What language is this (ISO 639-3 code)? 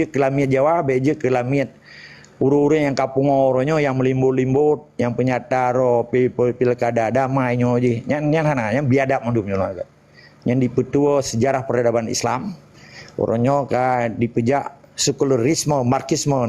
ace